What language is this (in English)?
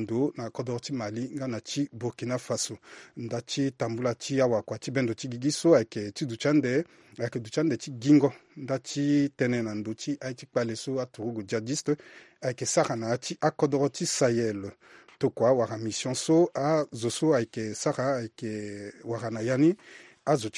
Sango